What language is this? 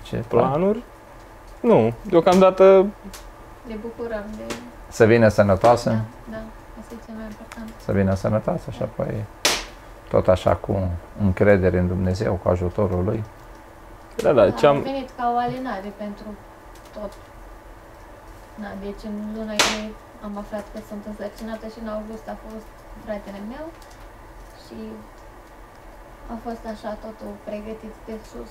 Romanian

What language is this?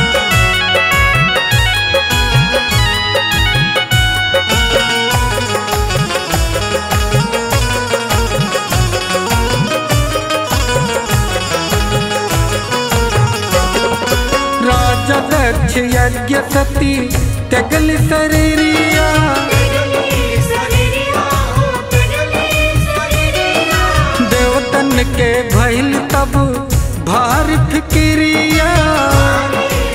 Bhojpuri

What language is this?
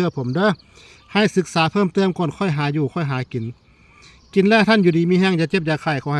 Northeastern Thai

